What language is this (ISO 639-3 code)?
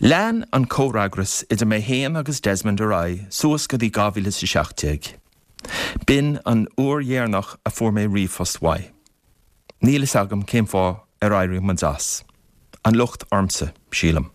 gle